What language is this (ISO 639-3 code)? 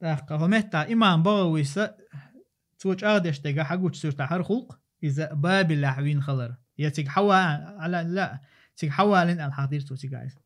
che